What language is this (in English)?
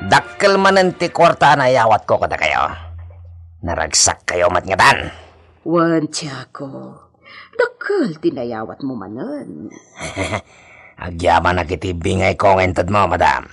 Iloko